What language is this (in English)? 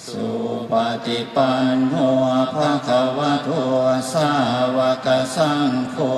Pali